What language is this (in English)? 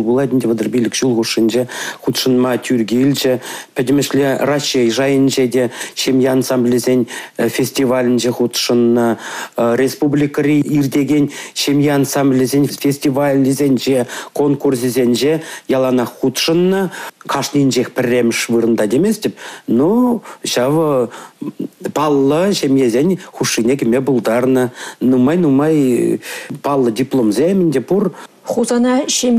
Chuvash